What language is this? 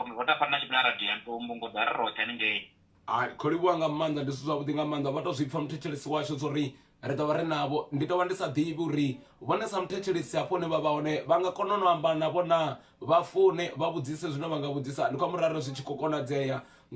Venda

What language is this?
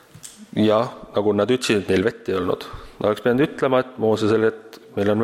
Estonian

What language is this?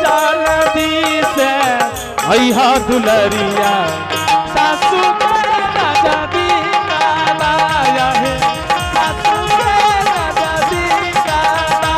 Angika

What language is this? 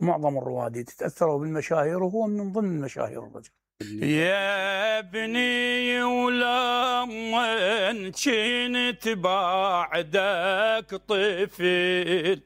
Mesopotamian Arabic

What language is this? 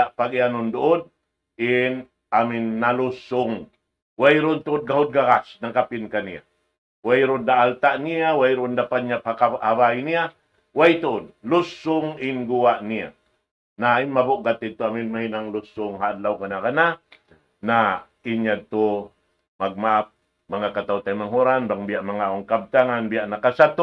Tausug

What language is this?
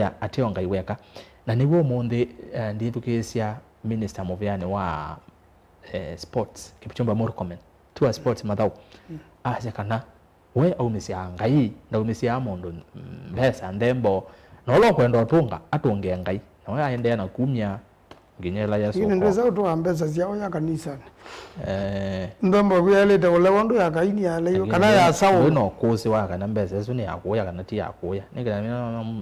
Kamba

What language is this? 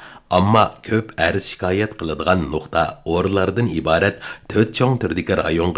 Uyghur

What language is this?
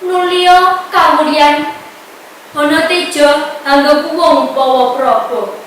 Javanese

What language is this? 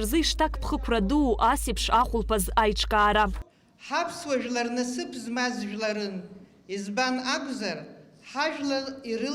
Abkhazian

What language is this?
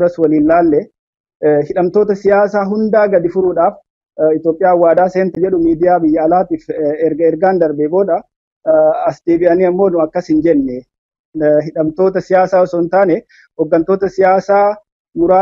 Oromo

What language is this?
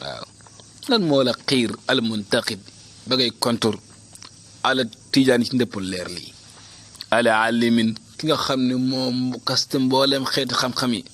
Wolof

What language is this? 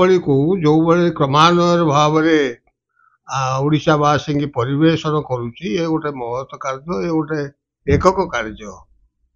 Odia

